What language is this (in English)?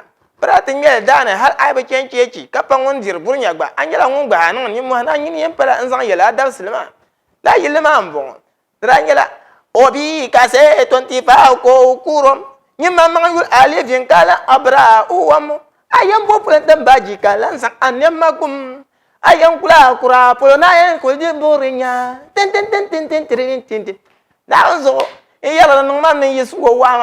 Dagbani